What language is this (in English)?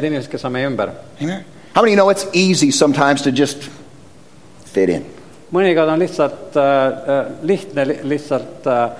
Estonian